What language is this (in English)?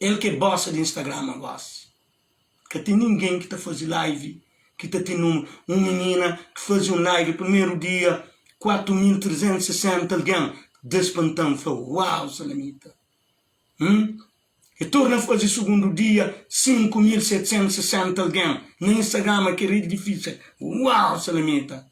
Kabuverdianu